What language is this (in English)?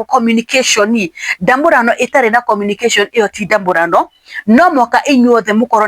Kikuyu